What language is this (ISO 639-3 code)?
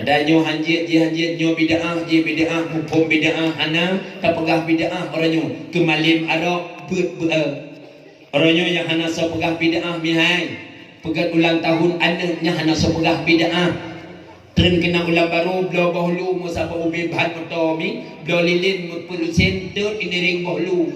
ace